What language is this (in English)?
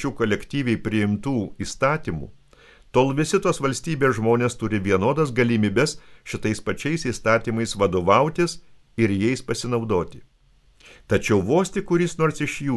Lithuanian